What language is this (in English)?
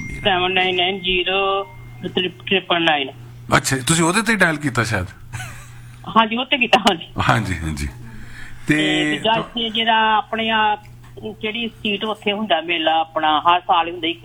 Punjabi